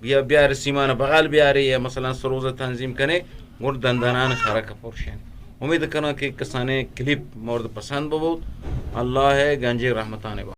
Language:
Eastern Balochi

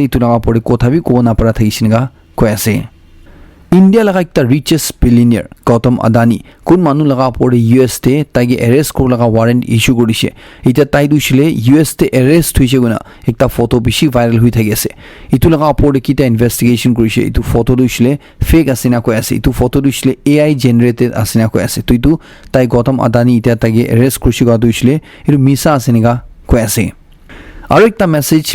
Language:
Naga Pidgin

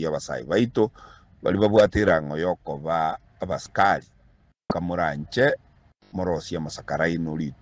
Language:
Gusii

